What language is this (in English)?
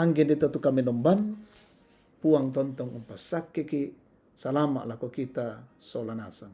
Toraja-Sa'dan